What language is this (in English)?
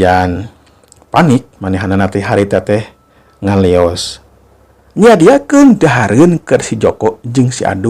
Sundanese